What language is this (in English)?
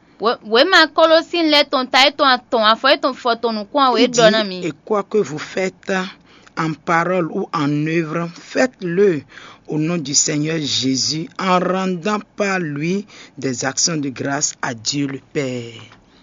Fon